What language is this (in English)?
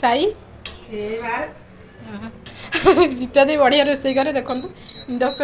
Odia